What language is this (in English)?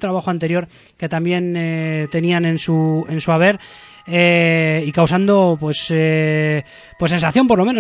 Spanish